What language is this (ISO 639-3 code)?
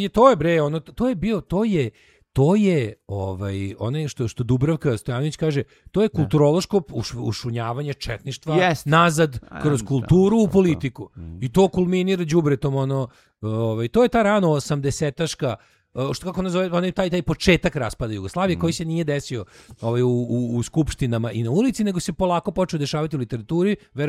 srp